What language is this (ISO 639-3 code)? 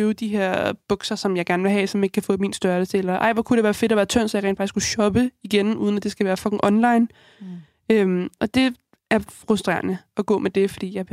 dan